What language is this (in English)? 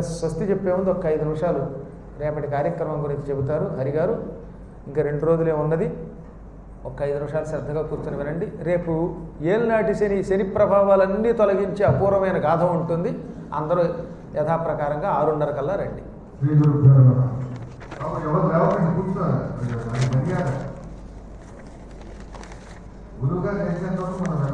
Telugu